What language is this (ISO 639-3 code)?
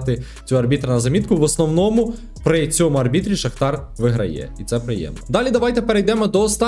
ukr